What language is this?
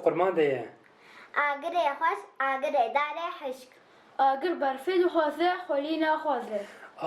Kurdish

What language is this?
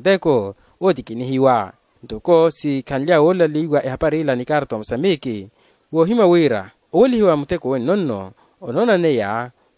Makhuwa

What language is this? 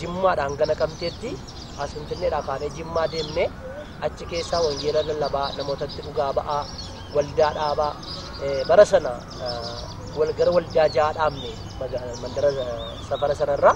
Oromo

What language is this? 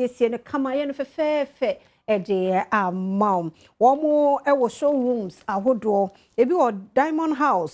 Akan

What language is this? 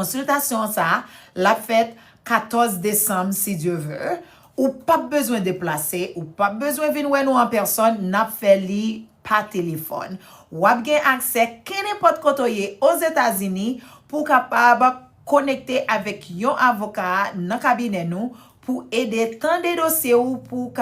Haitian Creole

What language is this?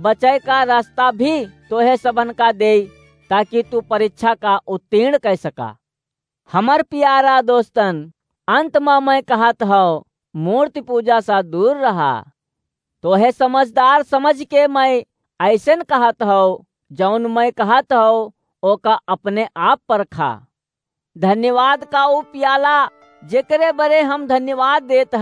Awadhi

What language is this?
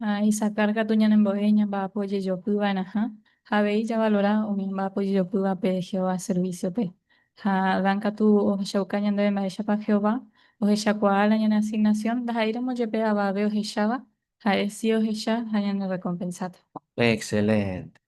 Guarani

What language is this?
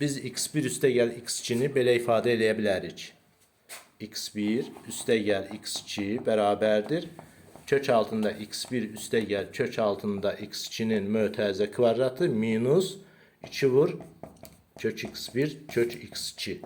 Azerbaijani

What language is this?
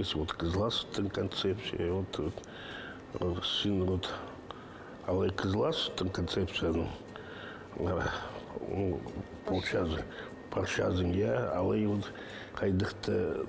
Khakas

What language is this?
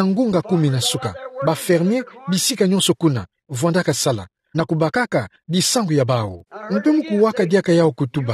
Kituba (Democratic Republic of Congo)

